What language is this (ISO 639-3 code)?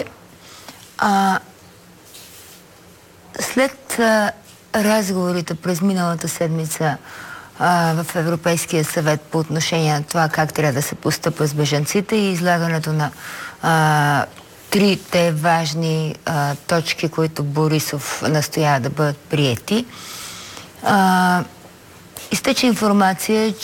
bul